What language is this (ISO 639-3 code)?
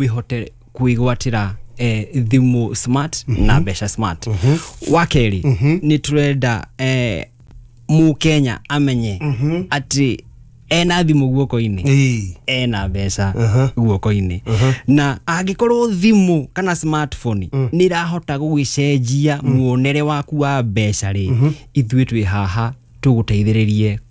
kik